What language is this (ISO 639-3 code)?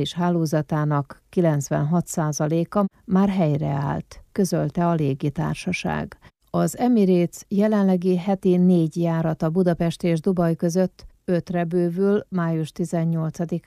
hun